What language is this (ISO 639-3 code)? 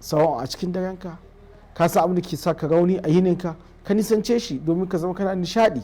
hau